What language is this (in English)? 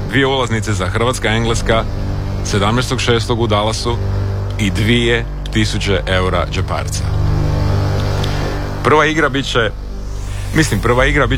Croatian